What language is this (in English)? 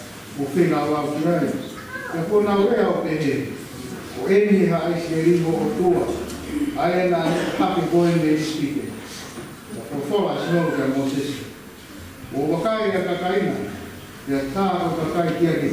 Tongan